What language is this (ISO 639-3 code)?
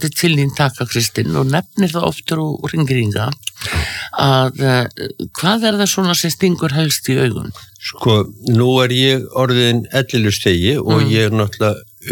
isl